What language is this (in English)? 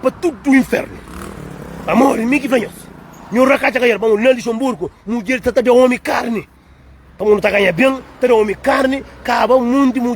Kabuverdianu